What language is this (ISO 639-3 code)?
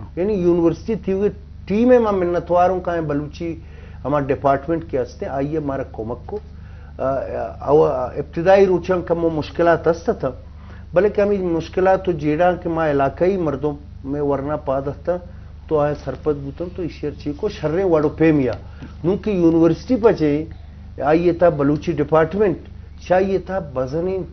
bgp